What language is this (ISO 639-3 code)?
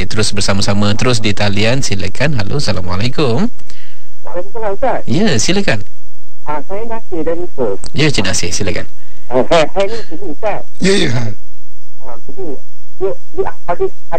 msa